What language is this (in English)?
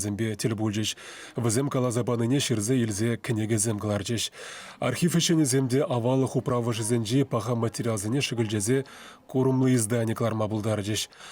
Chuvash